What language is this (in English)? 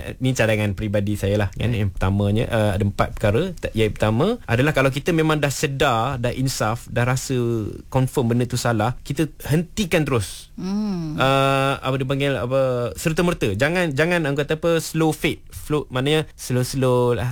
Malay